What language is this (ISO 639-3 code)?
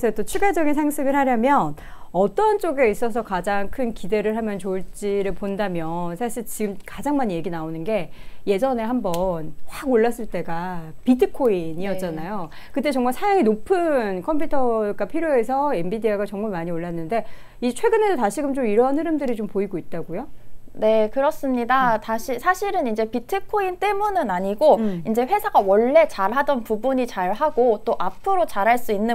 kor